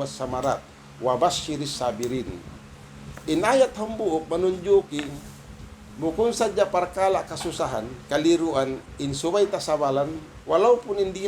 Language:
Tausug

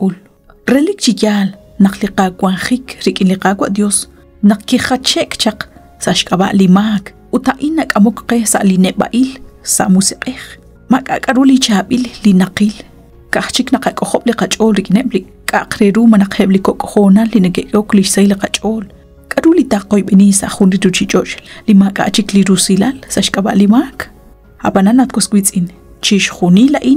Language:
Kekchí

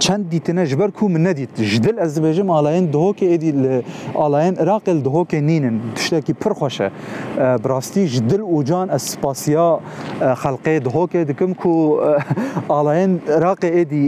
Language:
Kurdish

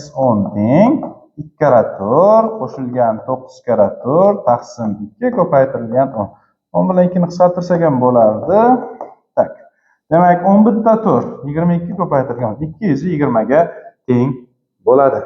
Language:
Uzbek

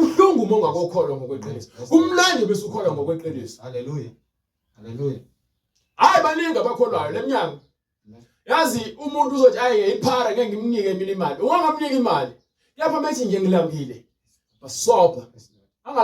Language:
Zulu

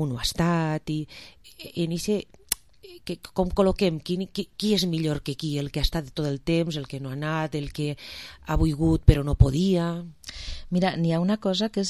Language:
Catalan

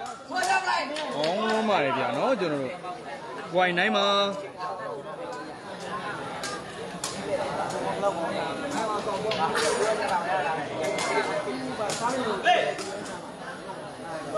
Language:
Burmese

